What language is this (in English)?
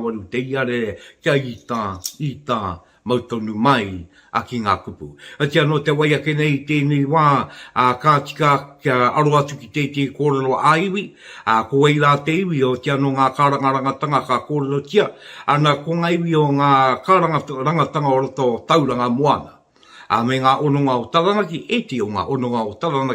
Māori